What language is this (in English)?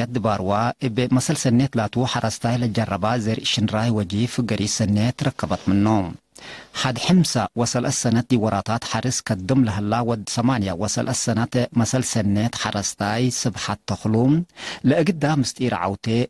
Tigre